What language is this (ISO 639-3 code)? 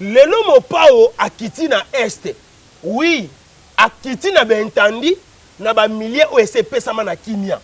lin